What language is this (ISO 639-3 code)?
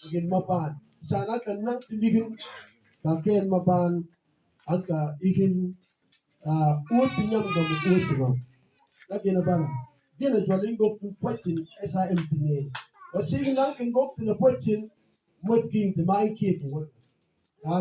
mfz